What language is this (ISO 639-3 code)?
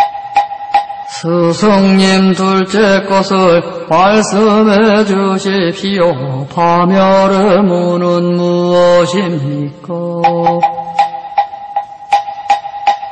kor